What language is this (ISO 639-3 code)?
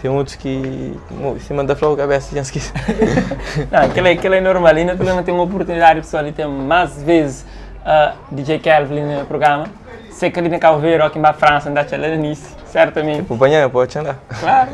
kea